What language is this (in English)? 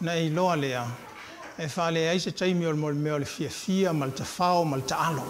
Samoan